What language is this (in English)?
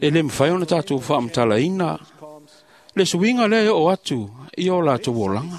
Samoan